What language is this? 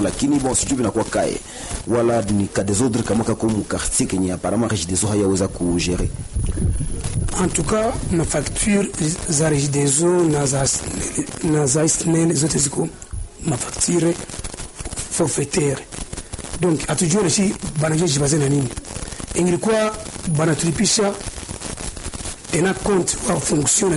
Swahili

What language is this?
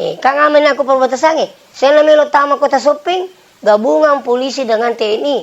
Buginese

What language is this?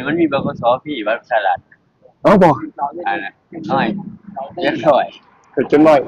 Northeastern Thai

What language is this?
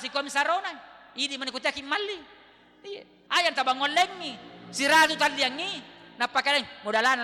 Buginese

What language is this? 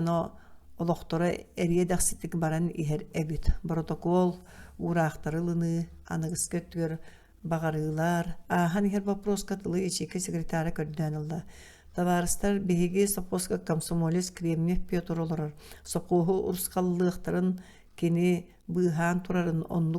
Yakut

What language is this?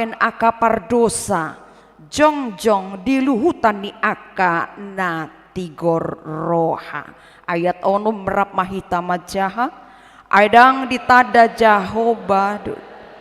Batak Toba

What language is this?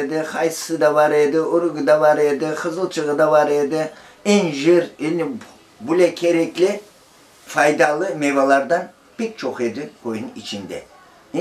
Crimean Tatar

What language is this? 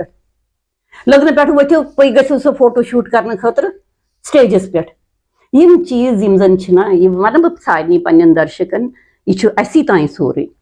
Kashmiri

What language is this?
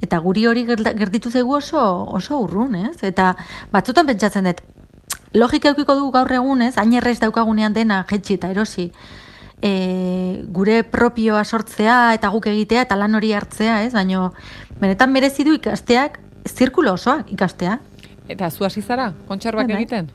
Basque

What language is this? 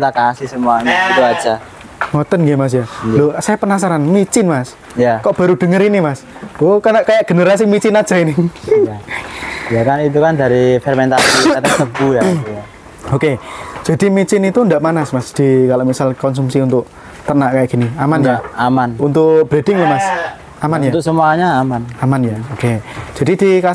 Indonesian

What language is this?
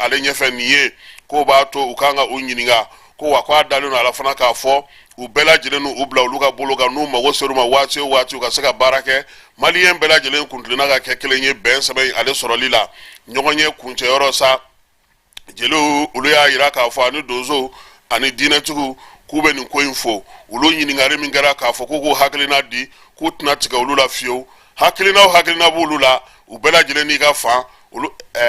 Bambara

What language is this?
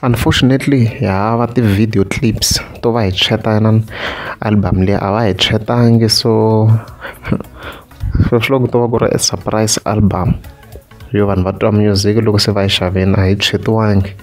Tsonga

